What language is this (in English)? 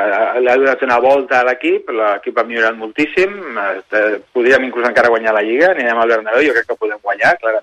Catalan